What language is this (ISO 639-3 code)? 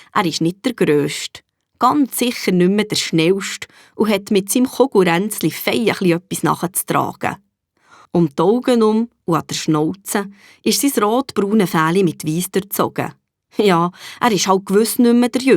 gsw